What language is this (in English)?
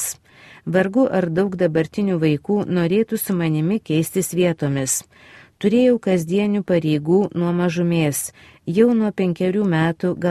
Lithuanian